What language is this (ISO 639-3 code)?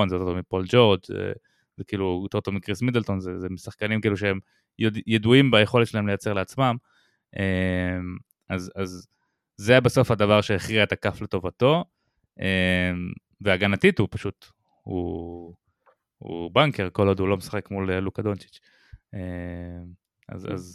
heb